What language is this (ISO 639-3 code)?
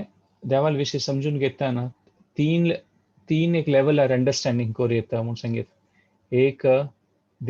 kok